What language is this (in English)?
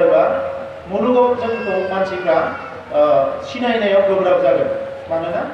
Bodo